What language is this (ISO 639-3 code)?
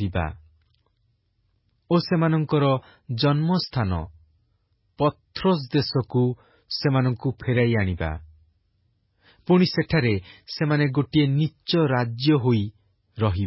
ori